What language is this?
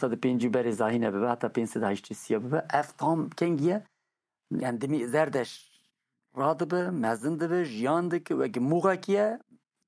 Kurdish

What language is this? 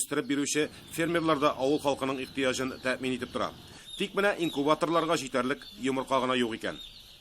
Tatar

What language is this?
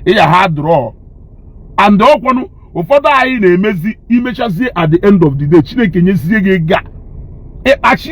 Igbo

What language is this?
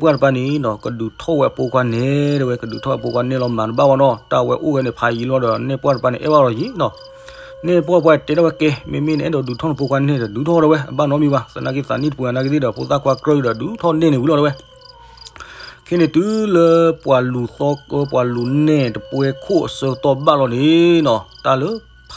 S'gaw Karen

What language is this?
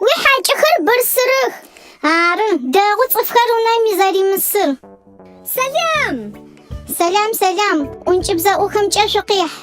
Adyghe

